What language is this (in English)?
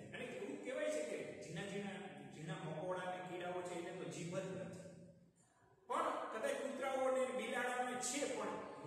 Gujarati